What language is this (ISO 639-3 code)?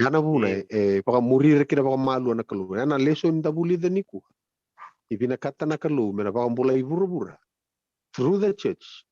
fij